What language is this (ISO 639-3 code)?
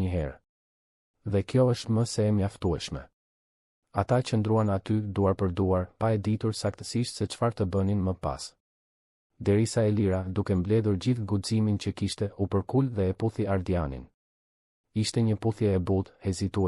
sqi